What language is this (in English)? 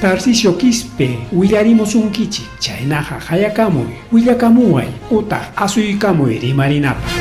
Ayacucho Quechua